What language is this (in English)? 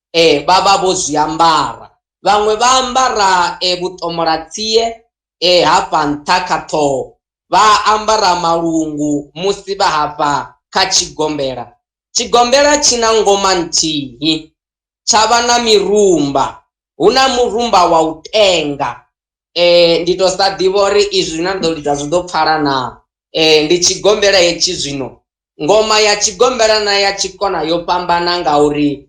Venda